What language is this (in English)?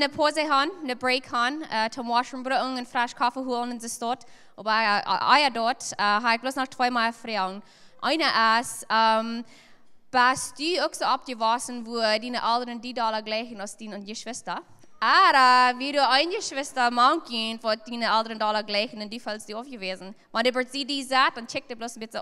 Plautdietsch